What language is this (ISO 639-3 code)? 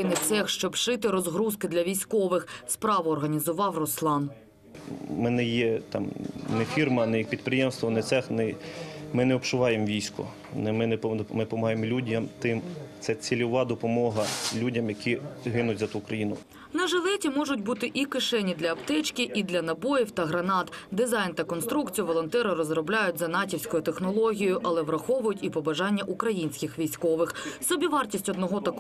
ukr